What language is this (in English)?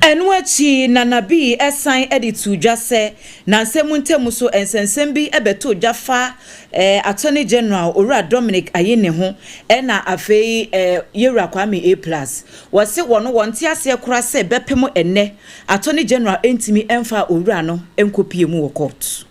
Akan